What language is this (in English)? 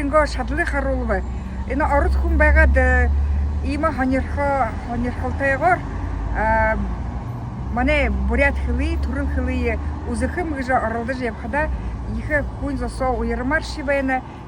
Buriat